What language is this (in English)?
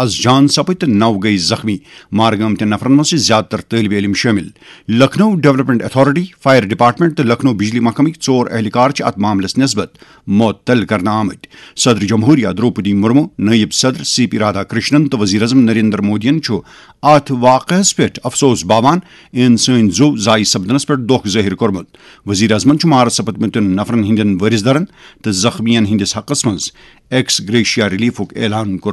Kashmiri